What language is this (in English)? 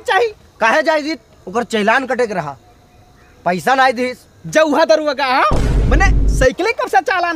Awadhi